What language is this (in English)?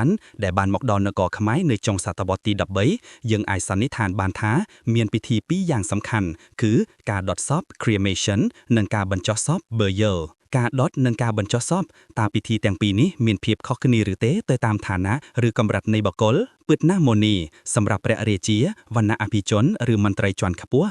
Khmer